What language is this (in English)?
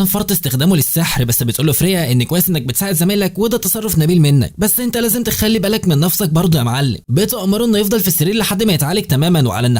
Egyptian Arabic